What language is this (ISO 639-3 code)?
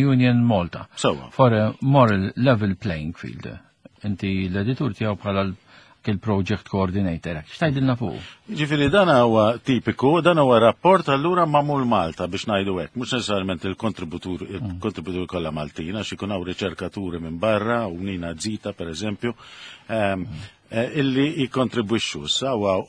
mlt